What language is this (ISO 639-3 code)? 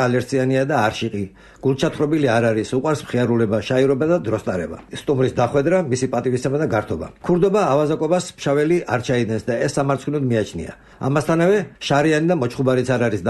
kat